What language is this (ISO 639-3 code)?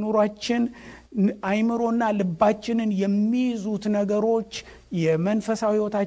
amh